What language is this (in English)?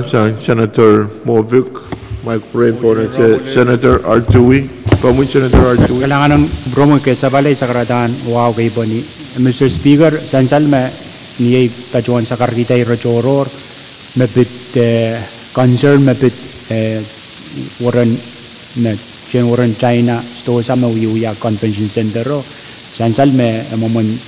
Pohnpeian